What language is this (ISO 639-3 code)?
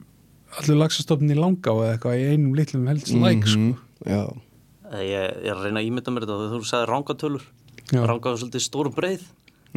isl